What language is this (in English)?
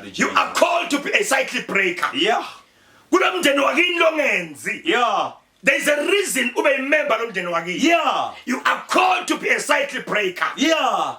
Zulu